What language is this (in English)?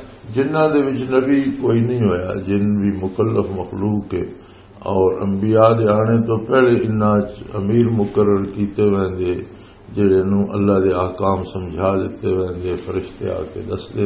Western Panjabi